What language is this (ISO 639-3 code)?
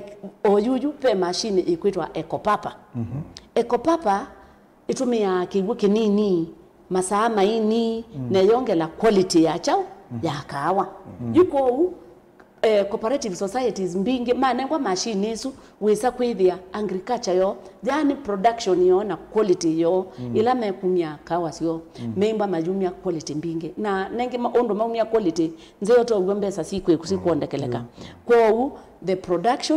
kam